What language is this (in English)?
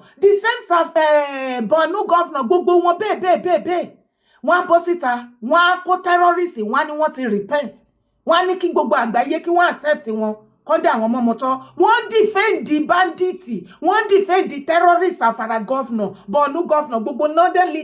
Yoruba